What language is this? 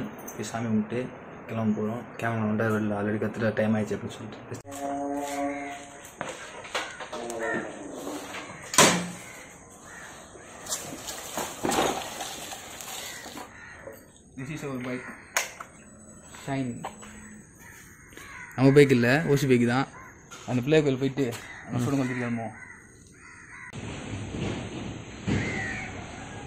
Tamil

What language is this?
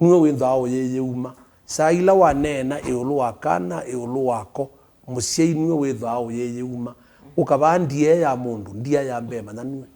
Kamba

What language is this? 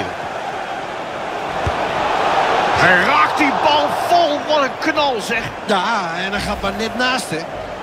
Dutch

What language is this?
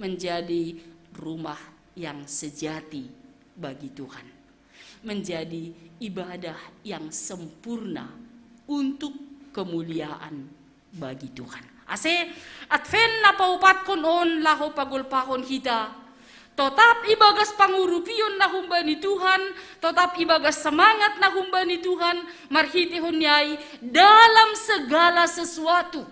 Batak Simalungun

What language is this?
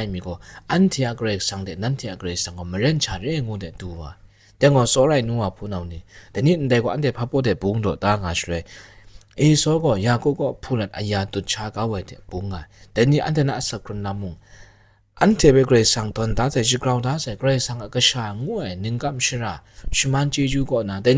Kachin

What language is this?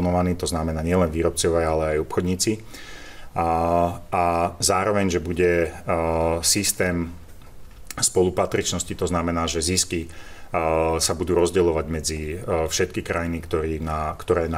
Slovak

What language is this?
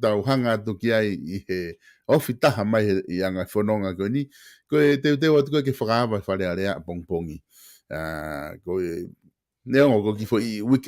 Tongan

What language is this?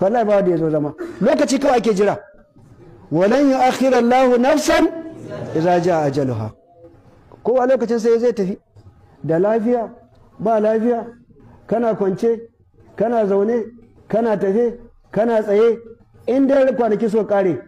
Hausa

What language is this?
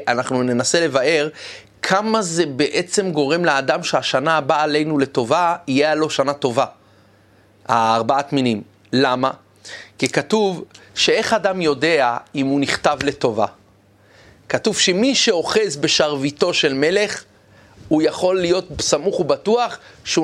Hebrew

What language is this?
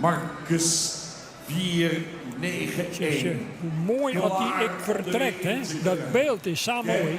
Western Frisian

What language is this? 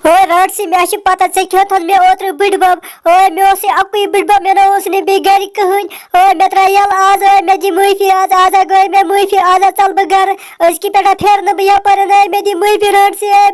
Kashmiri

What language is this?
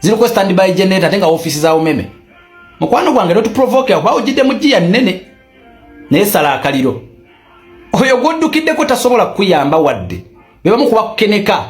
Ganda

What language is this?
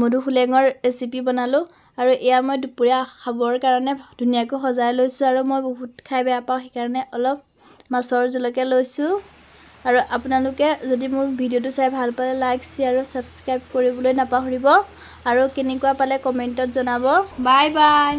Assamese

